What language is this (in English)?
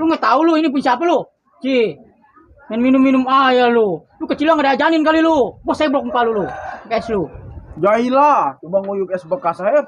Betawi